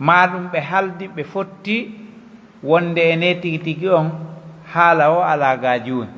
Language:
Pular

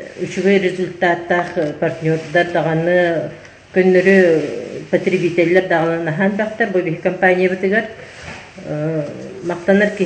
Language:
Yakut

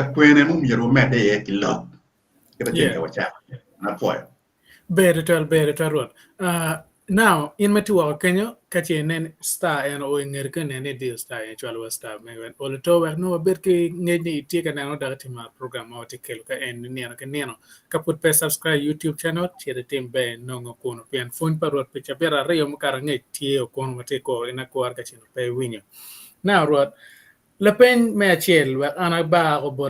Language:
Acoli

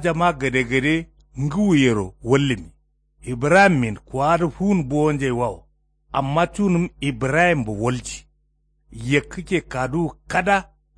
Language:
Kanuri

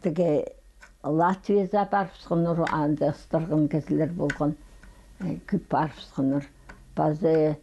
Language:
Khakas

